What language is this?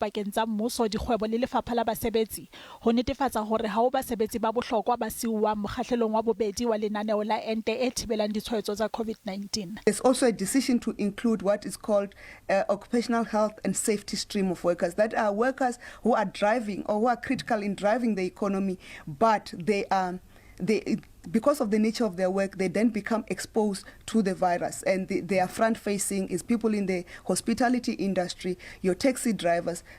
Southern Sotho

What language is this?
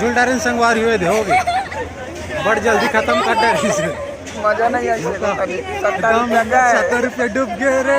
Chhattisgarhi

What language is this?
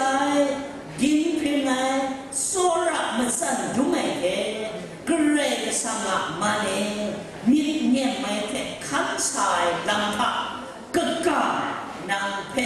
Kachin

